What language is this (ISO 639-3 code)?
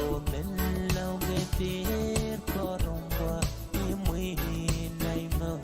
pon